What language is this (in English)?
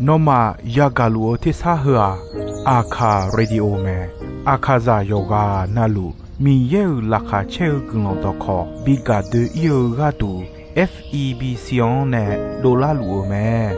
Akha